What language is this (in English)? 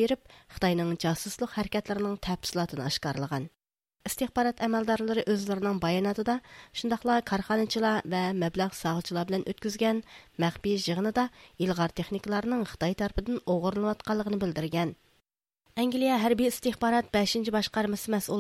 Uyghur